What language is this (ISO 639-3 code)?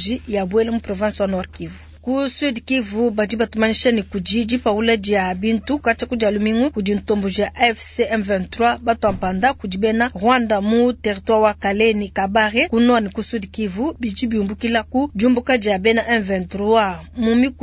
lua